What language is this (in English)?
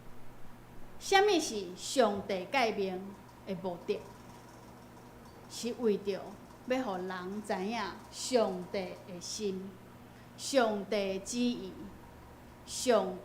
Min Nan Chinese